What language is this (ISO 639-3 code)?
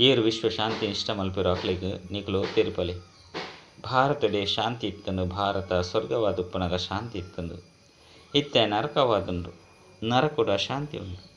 tcy